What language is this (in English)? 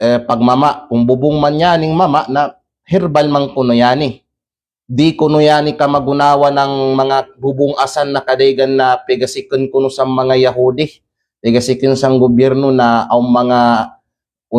Kalagan